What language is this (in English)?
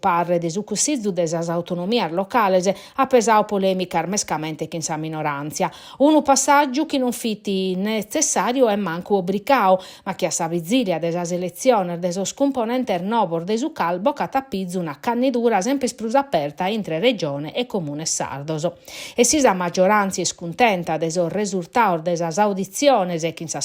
Sardinian